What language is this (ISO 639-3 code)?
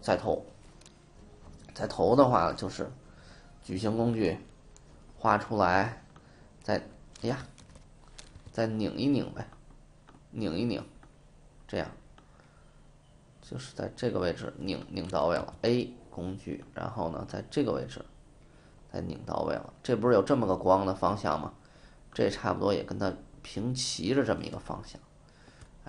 zho